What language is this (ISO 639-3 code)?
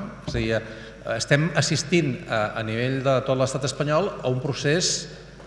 cat